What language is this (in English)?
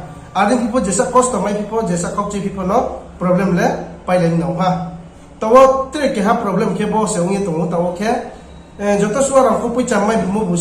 Riang (India)